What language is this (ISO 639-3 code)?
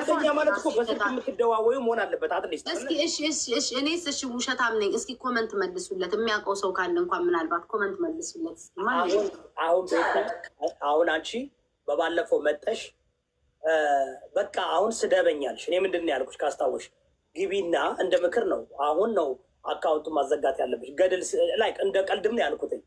amh